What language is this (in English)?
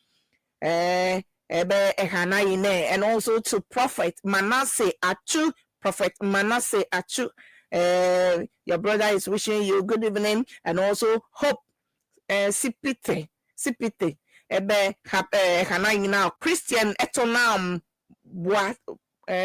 Ewe